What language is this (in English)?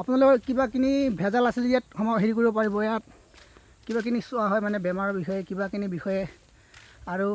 Assamese